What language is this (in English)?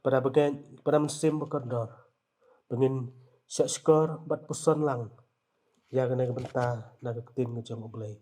Khasi